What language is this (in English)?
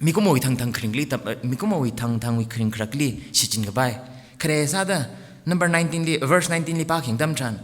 Tangkhul Naga (India)